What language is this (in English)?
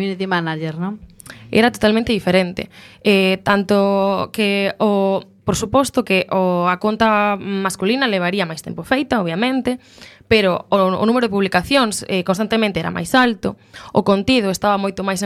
Galician